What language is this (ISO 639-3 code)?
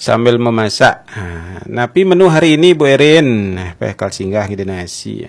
ban